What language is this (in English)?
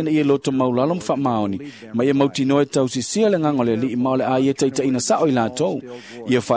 Samoan